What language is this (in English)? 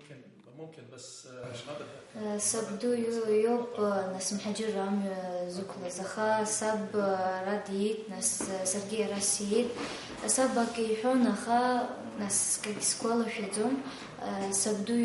Abkhazian